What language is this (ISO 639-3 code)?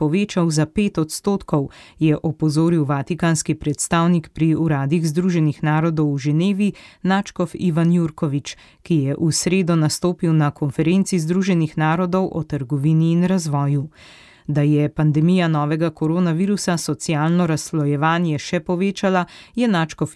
slv